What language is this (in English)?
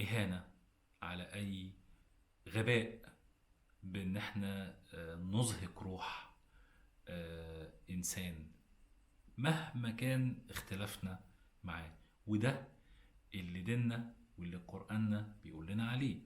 Egyptian Arabic